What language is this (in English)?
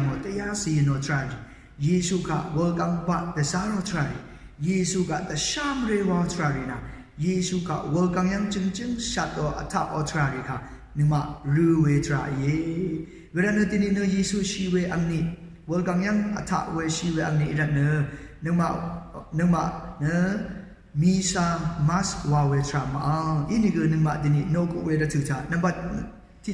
Rawang